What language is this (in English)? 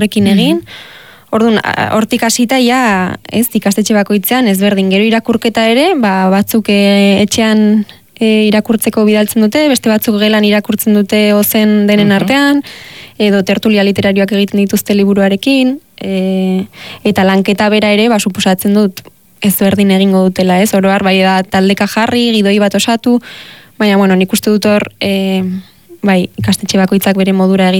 Basque